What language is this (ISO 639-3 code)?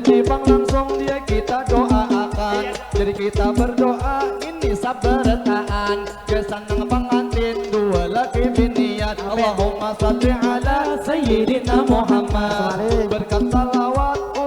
bjn